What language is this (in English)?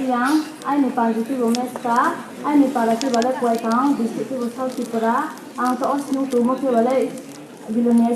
Riang (India)